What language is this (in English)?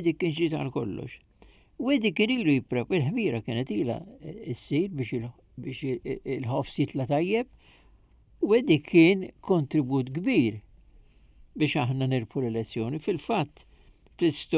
Maltese